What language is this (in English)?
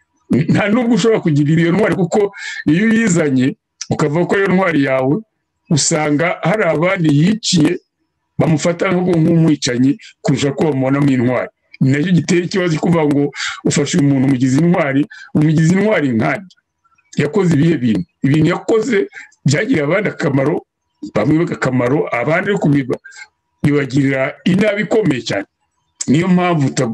Kinyarwanda